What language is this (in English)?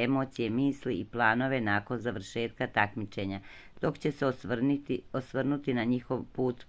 Serbian